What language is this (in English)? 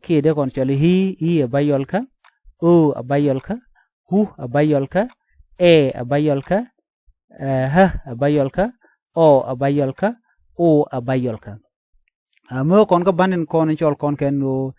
Nuer